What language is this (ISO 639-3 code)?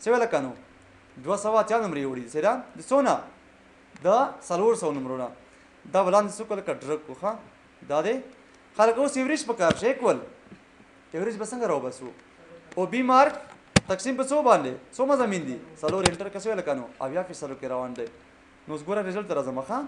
pus